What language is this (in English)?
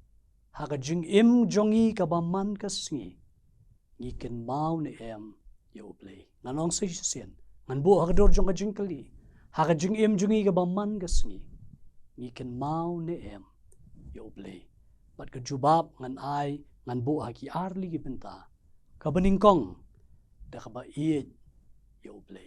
Khasi